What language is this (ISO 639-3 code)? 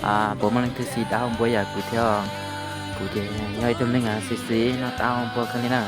hmn